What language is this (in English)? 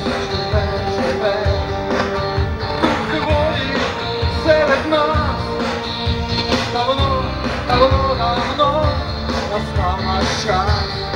Ukrainian